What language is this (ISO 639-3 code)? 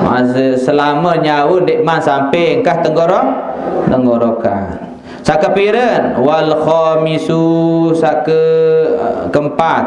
sas